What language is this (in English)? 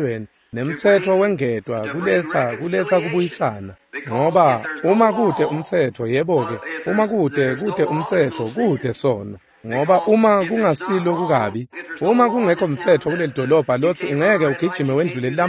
Swati